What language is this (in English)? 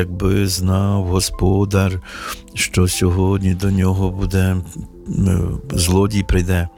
Ukrainian